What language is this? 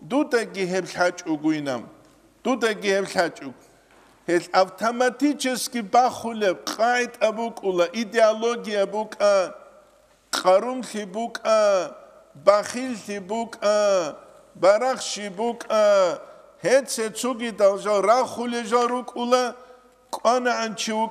Avaric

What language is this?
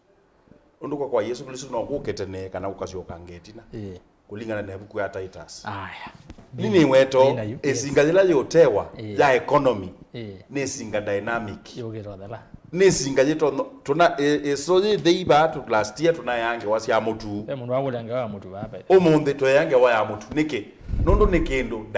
Kamba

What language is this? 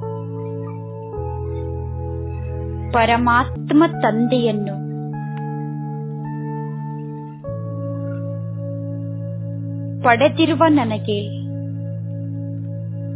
Kannada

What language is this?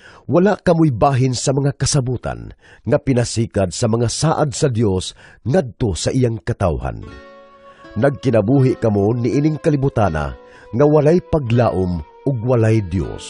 Cebuano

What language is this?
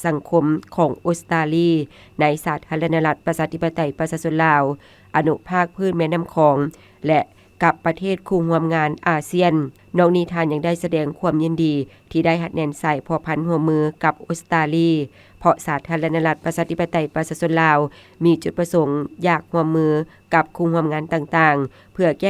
Lao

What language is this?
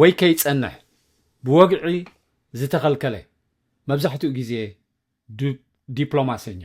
Tigrinya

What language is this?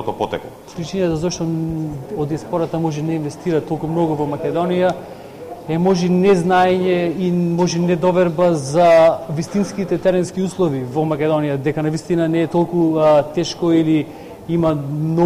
Macedonian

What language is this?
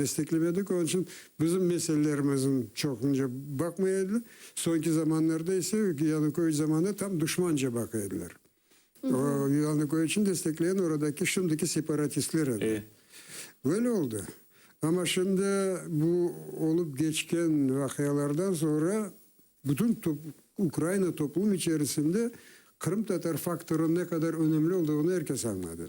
Crimean Tatar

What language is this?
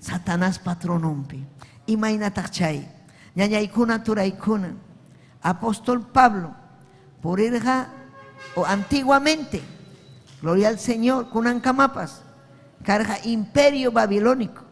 Ayacucho Quechua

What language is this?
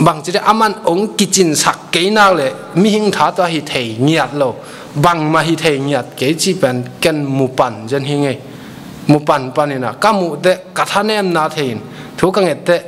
Tedim Chin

